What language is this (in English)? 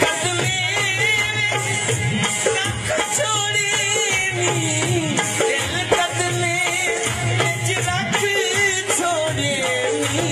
Saraiki